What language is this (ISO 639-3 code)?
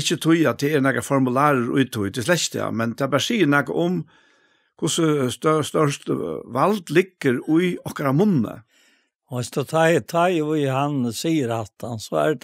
fao